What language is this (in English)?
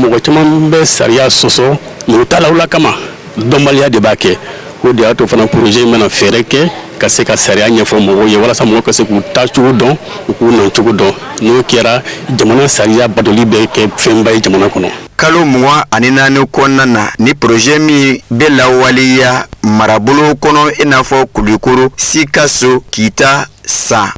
Bambara